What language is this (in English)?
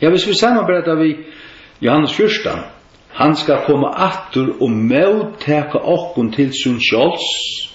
Faroese